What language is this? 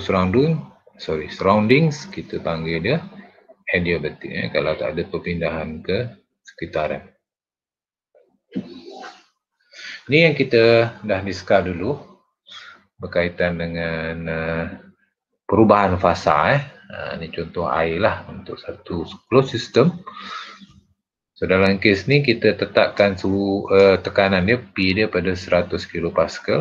Malay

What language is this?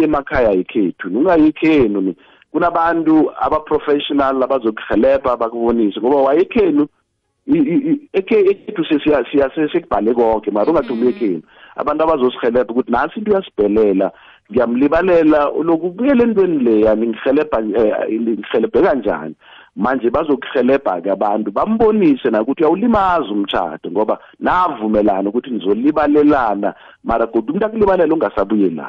South Ndebele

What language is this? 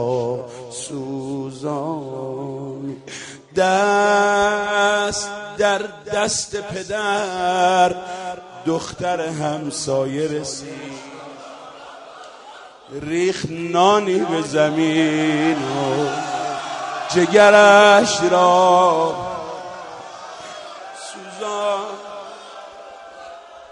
Persian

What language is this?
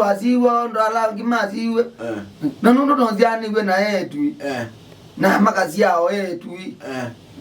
Kamba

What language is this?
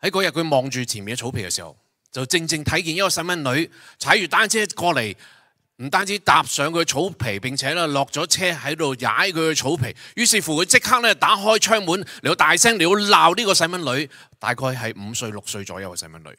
Cantonese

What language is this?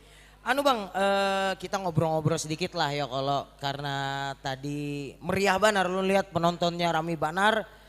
Banjar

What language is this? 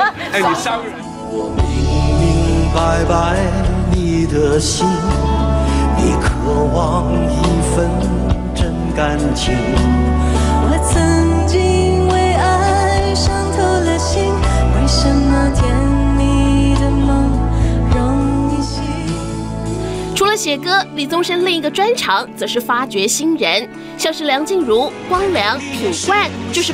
Chinese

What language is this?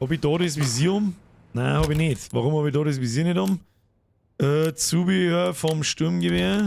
Bavarian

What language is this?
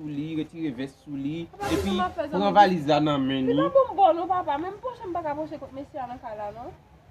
Haitian Creole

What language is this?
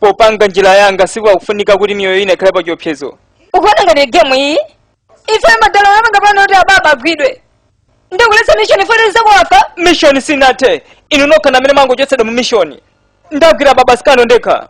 Nyanja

